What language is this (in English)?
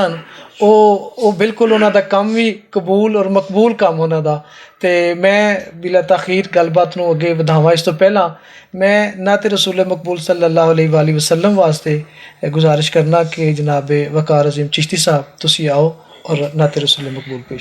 Western Panjabi